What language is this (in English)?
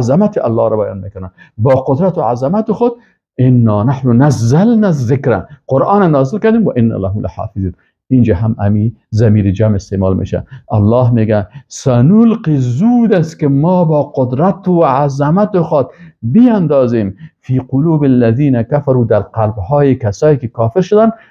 Persian